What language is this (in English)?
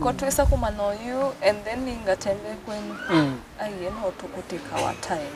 Kamba